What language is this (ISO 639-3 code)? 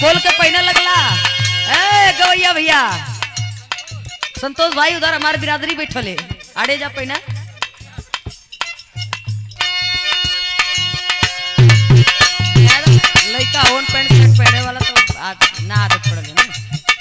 bho